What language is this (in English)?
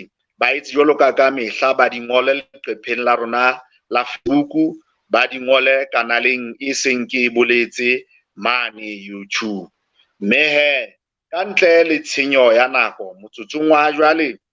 Southern Sotho